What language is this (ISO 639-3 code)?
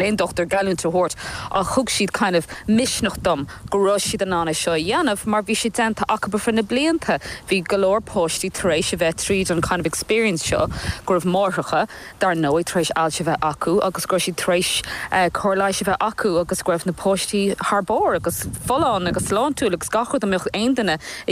gle